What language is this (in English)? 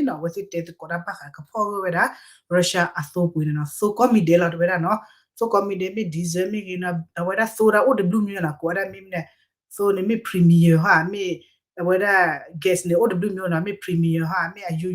S'gaw Karen